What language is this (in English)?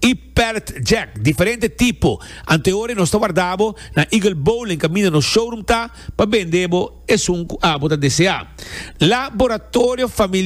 Papiamento